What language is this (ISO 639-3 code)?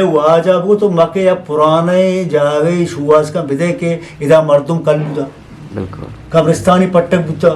bgp